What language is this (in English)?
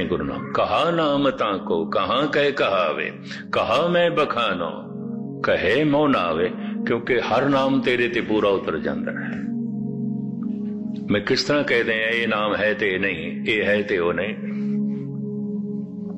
Punjabi